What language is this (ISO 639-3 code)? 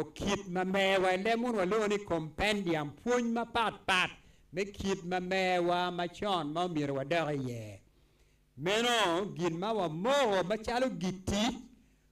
ach